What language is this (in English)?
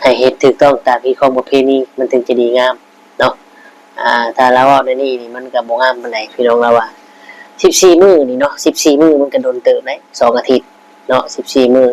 Northeastern Thai